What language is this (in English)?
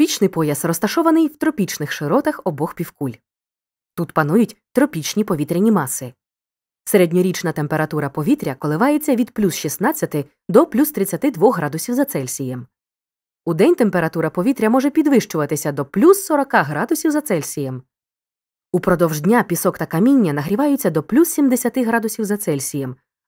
Ukrainian